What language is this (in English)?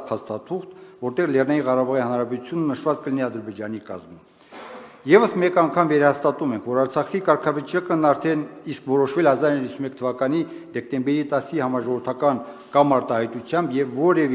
Armenian